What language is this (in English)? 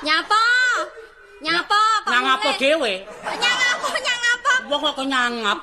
Javanese